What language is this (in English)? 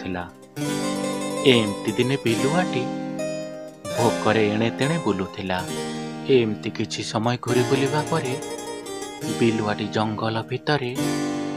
Odia